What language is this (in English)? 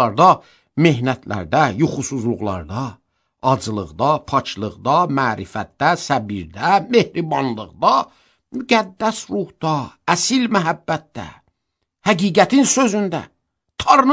Azerbaijani